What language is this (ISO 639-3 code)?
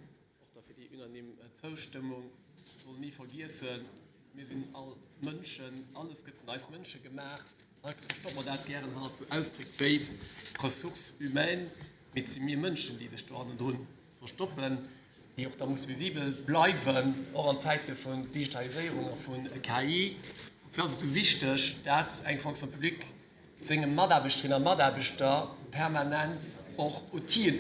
ltz